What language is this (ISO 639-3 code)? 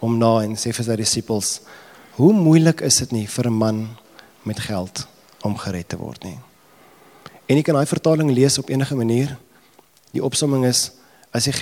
afr